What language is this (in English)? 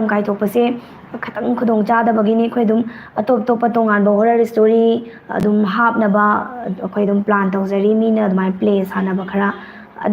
Manipuri